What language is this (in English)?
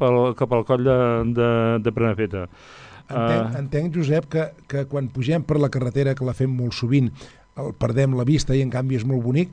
Catalan